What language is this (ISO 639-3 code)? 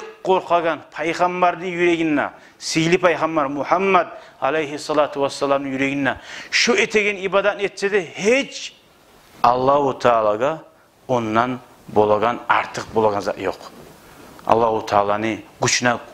kum